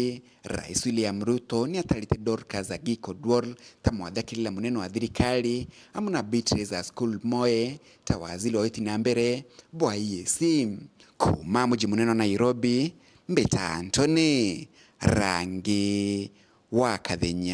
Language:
Meru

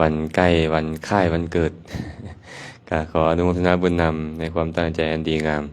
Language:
Lao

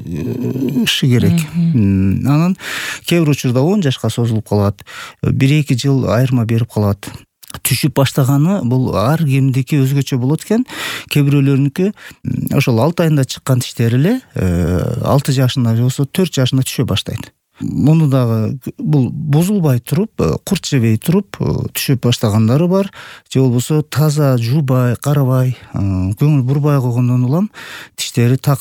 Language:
Kyrgyz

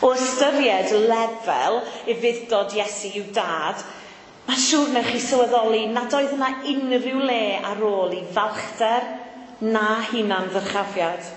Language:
Welsh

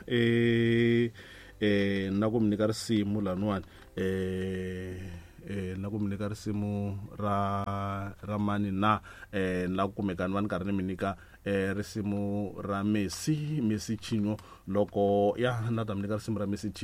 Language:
Tsonga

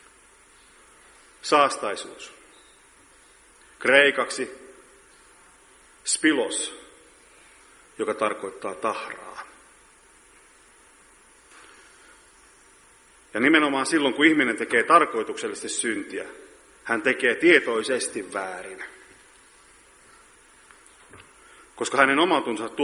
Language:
Finnish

